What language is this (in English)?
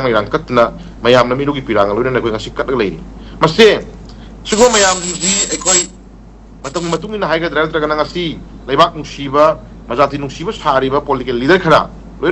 Manipuri